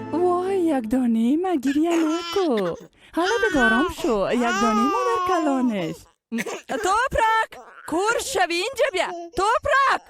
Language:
Persian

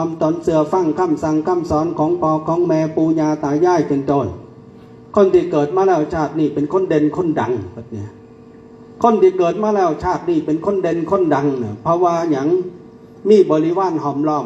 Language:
Northeastern Thai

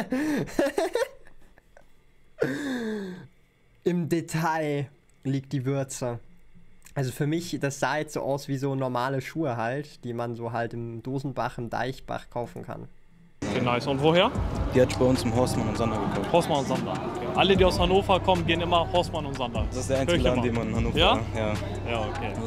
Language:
German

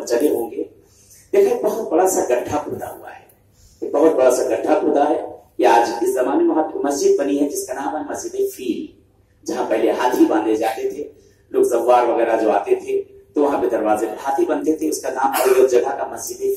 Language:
Urdu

